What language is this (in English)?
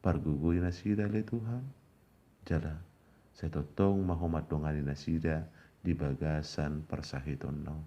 Batak Toba